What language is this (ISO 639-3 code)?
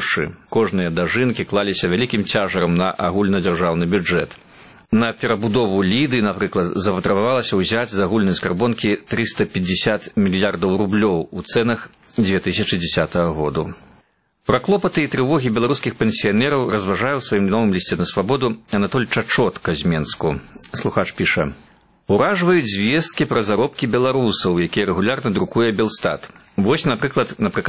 bel